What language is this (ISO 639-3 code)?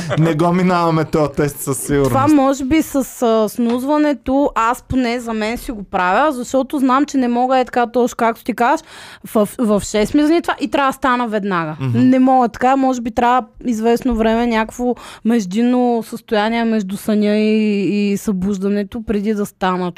bul